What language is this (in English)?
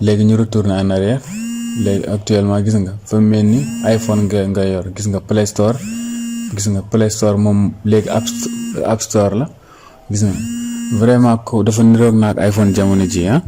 Wolof